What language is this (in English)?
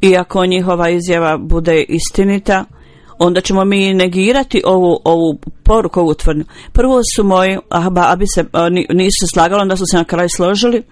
Bosnian